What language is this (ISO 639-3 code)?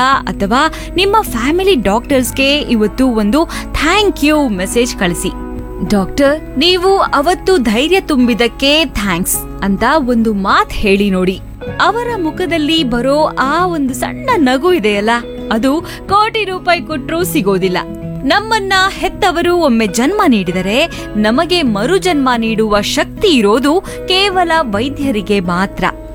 kan